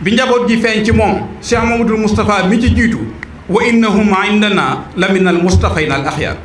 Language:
Wolof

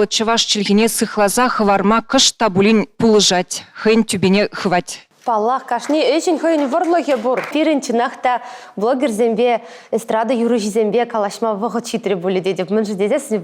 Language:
Chuvash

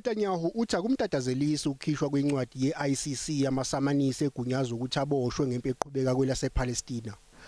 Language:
Zulu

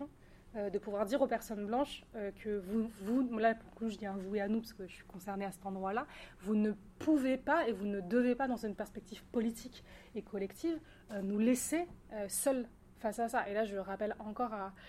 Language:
French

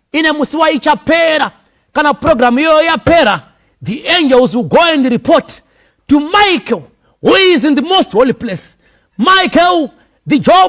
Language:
Shona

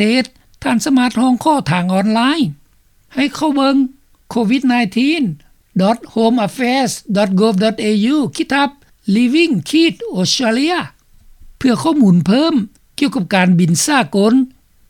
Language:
Lao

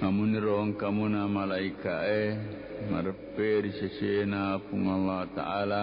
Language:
Buginese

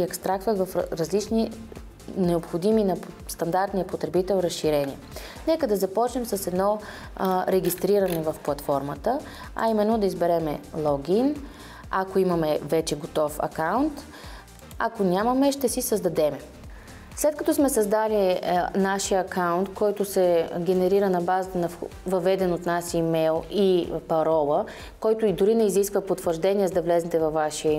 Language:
Bulgarian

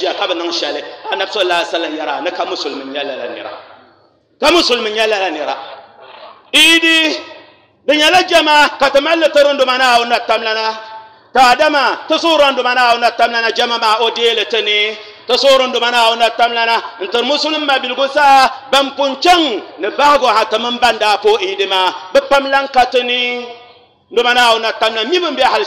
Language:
Dagbani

